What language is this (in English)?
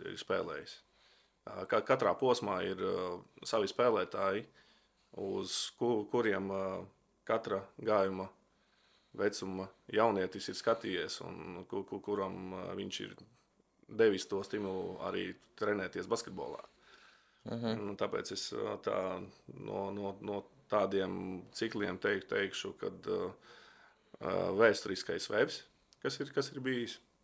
Latvian